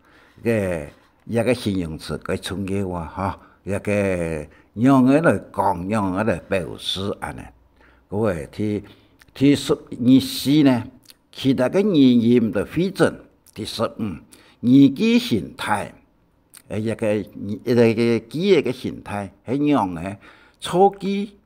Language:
Hakka Chinese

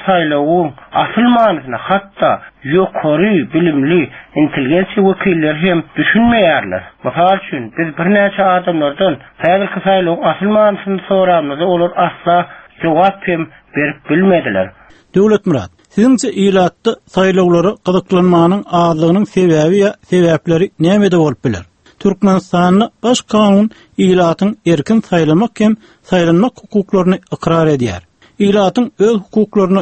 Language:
Turkmen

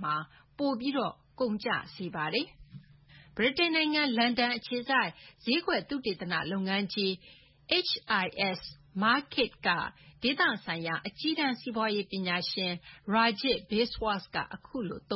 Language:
Burmese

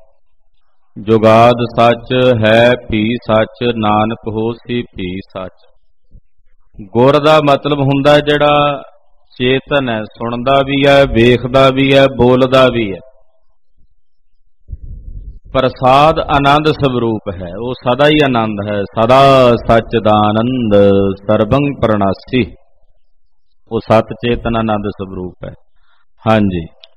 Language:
Punjabi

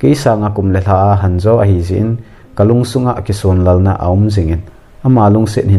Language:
Thado Chin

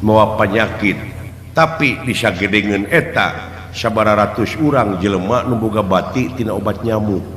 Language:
Sundanese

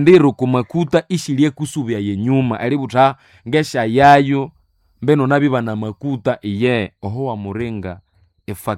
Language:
Nande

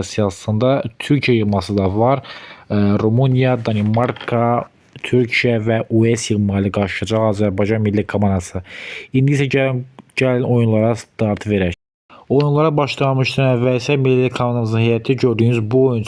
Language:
Azerbaijani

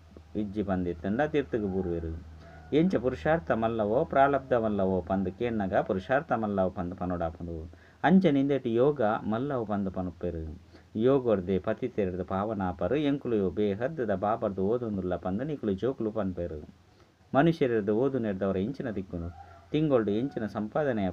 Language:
Tulu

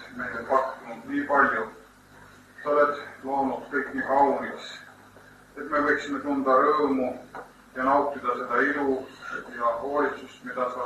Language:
Estonian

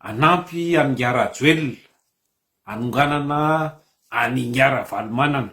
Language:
Malagasy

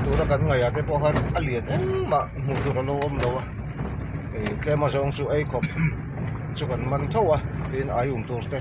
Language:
Mizo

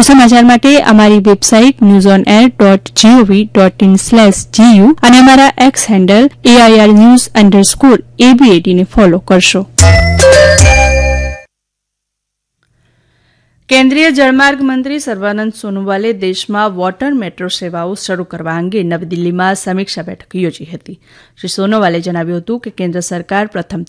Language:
Gujarati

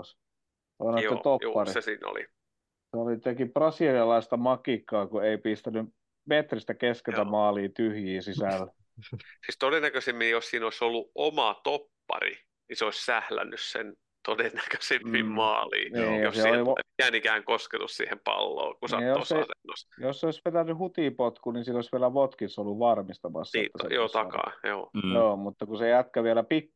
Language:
Finnish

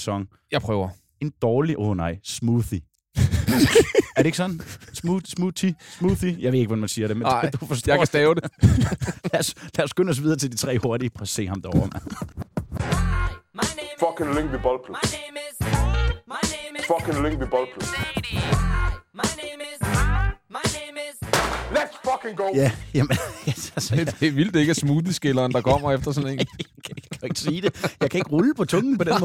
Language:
Danish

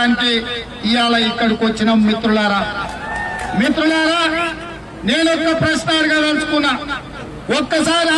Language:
Telugu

